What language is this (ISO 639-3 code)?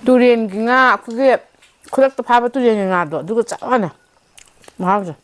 mni